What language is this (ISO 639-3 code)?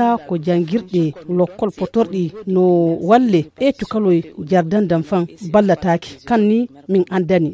ful